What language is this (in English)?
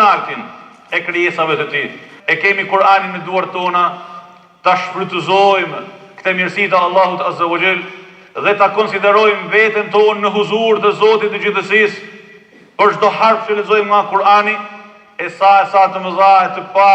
Albanian